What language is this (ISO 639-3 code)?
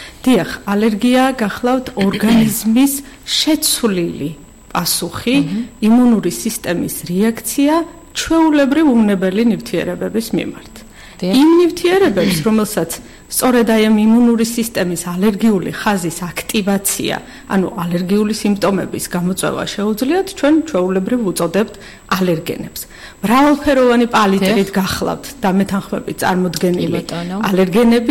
kat